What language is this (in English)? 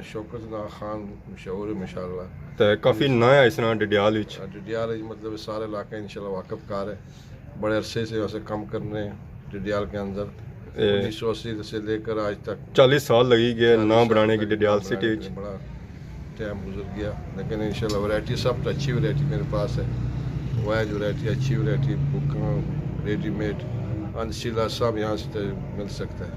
Pahari-Potwari